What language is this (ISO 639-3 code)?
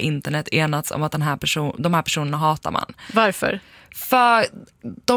swe